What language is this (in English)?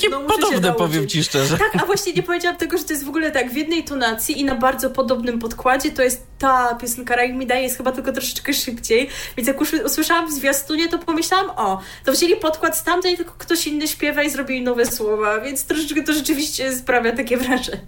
Polish